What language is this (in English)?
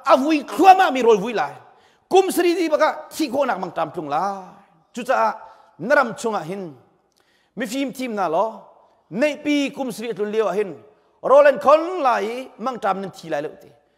Hakha Chin